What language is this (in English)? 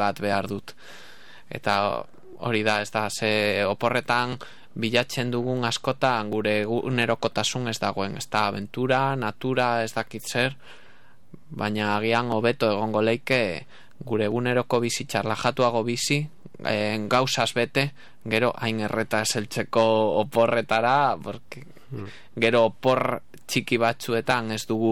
Basque